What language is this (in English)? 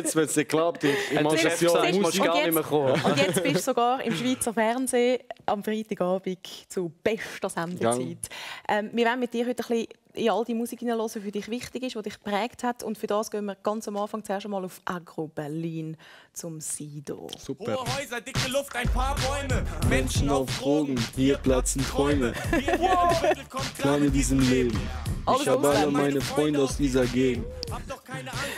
Swiss German